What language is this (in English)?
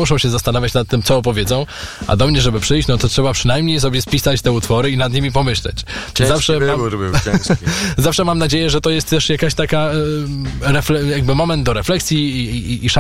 Polish